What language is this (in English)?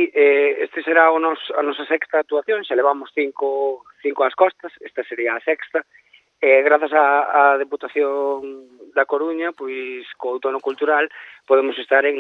Galician